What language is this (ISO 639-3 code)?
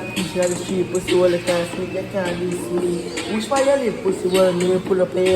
jam